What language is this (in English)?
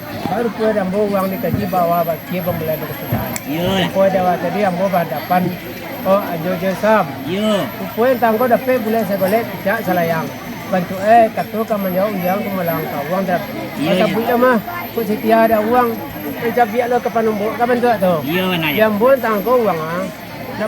Minangkabau